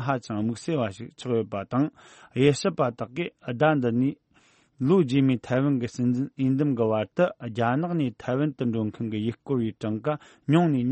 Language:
Tibetan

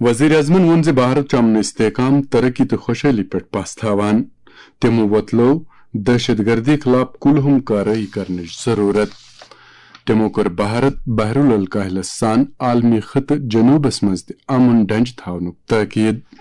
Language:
Kashmiri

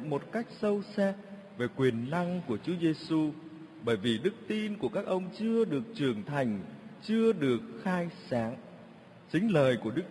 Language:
Vietnamese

